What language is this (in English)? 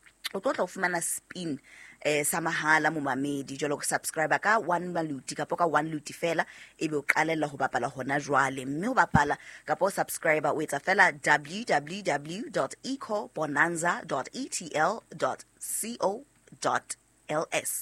Southern Sotho